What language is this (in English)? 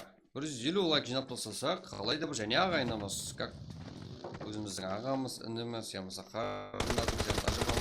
Kara-Kalpak